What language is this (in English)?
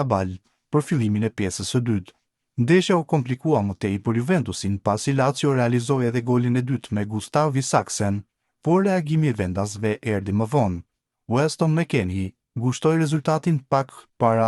Albanian